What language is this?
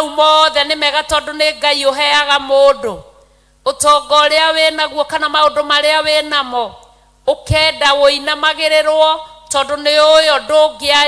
Kikuyu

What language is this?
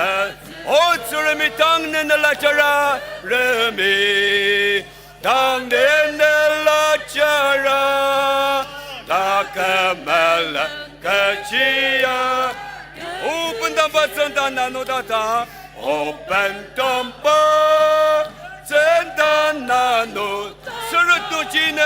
Ao Naga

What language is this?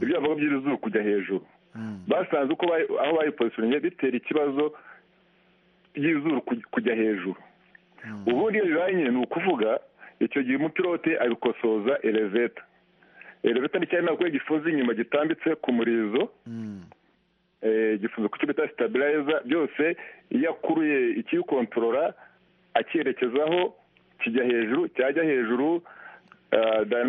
Kinyarwanda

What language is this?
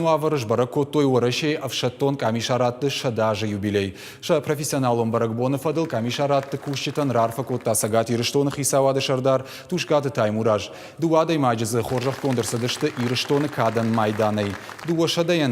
Ossetic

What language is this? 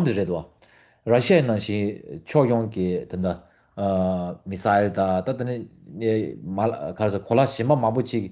Tibetan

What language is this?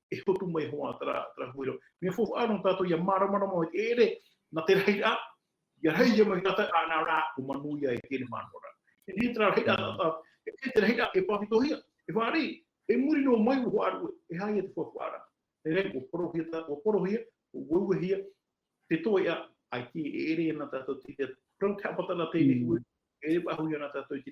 Tahitian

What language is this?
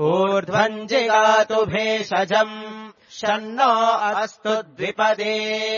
Sanskrit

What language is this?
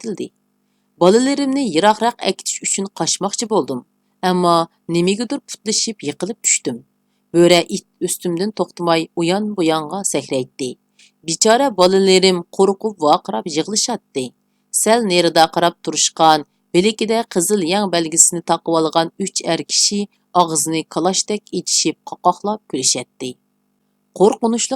Uyghur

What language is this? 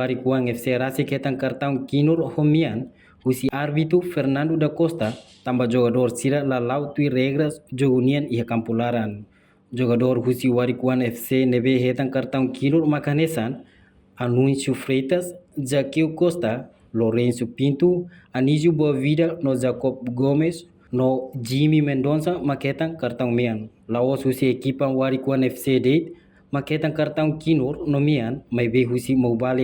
Tetum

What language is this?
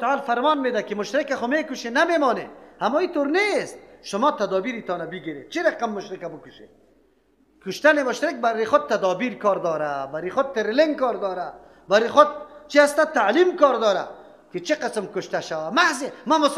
Persian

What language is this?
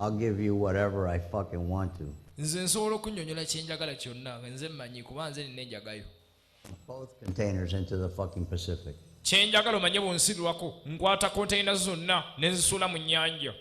Ganda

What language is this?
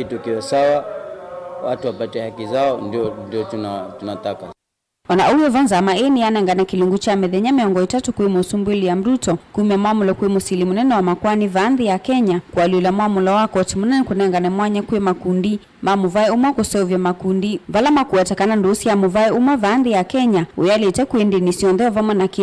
Kamba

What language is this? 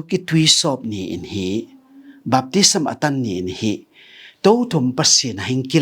Tedim Chin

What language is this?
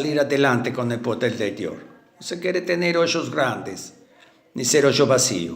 Ladino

